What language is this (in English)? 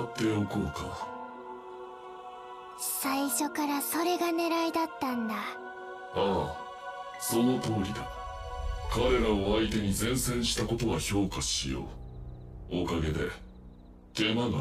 Japanese